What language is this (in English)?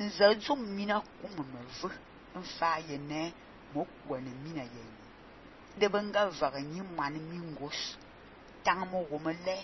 Fang